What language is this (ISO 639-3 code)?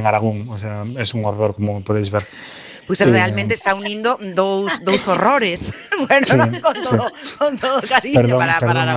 glg